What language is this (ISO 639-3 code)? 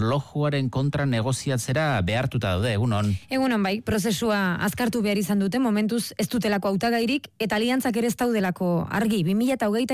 eus